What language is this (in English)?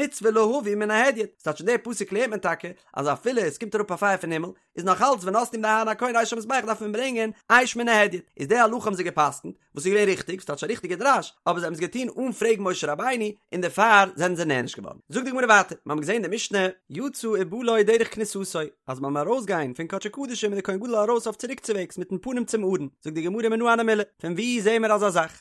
Yiddish